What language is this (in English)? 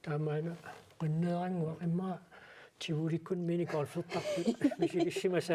Kalaallisut